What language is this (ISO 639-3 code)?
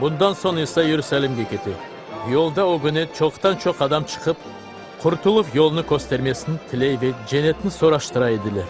crh